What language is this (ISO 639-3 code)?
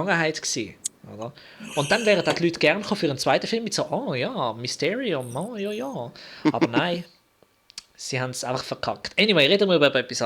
gsw